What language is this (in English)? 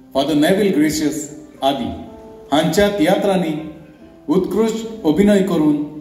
Konkani